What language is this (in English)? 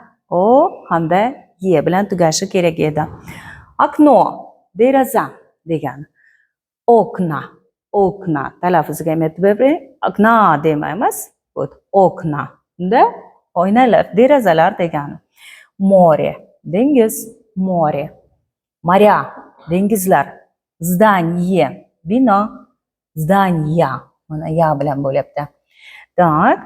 Uzbek